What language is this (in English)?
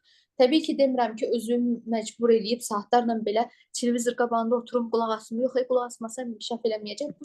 Azerbaijani